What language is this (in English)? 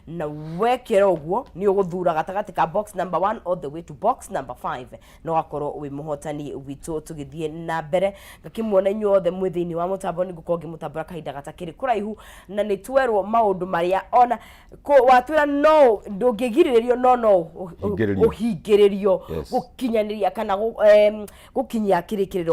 Kikuyu